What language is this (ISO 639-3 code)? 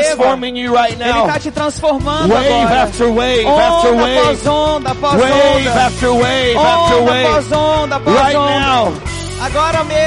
por